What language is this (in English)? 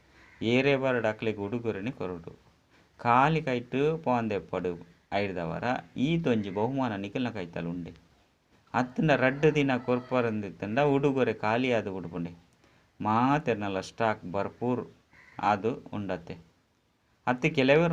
Tulu